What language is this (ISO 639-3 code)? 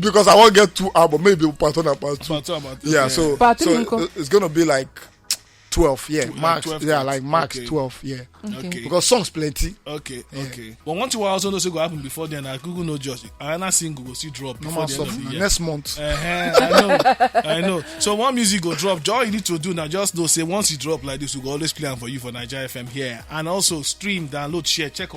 pcm